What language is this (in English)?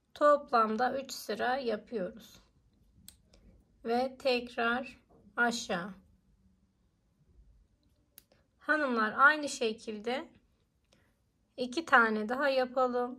Turkish